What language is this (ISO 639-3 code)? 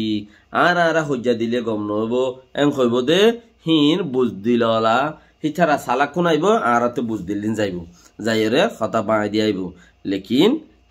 rhg